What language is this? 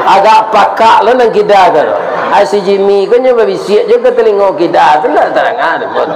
Minangkabau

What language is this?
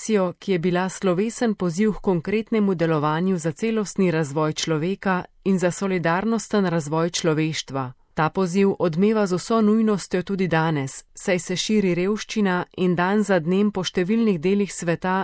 Slovenian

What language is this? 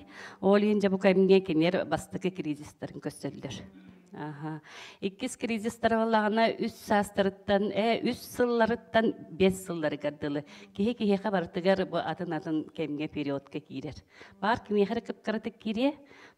Yakut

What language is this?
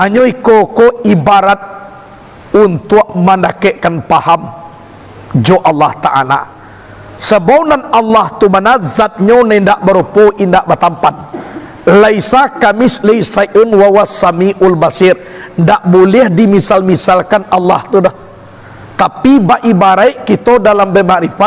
Minangkabau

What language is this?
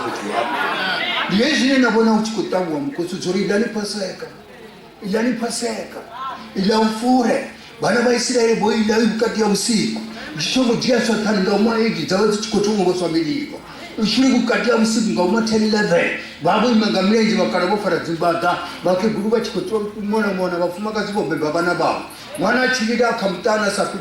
Venda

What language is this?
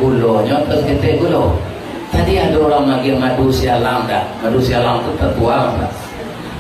Minangkabau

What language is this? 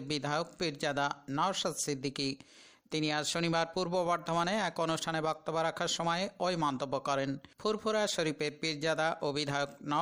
Bangla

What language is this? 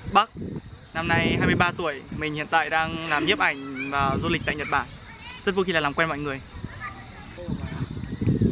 Vietnamese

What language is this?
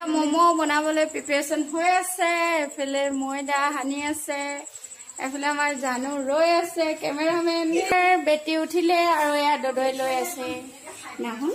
Assamese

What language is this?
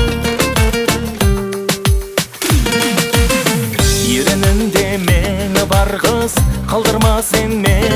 Kazakh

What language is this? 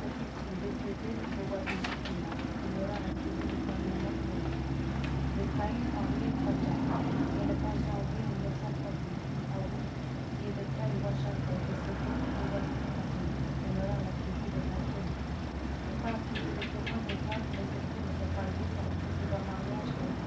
Dehu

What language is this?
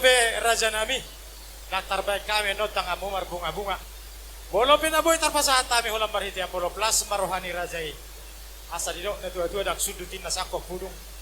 Batak Toba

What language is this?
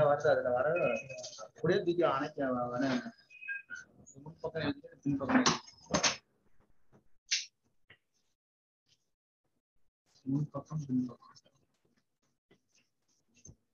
Tamil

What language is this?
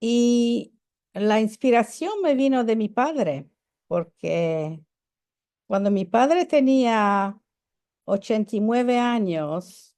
Ladino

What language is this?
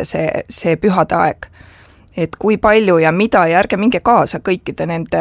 Estonian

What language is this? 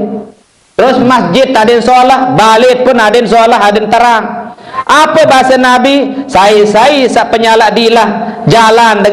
Sasak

